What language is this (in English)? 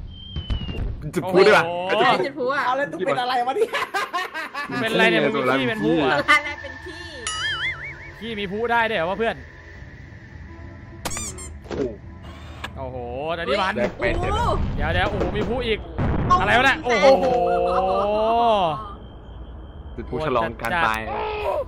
Thai